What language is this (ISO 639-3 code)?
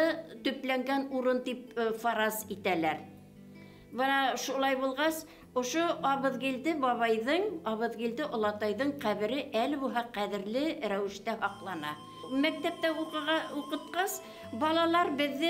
bak